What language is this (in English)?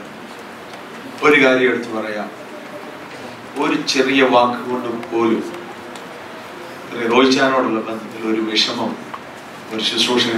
Malayalam